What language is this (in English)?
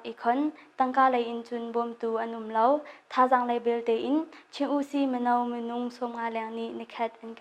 Hakha Chin